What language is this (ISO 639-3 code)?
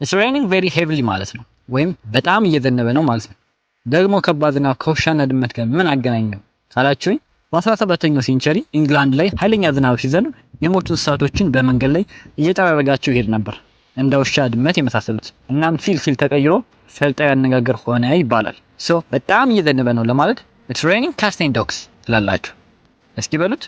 amh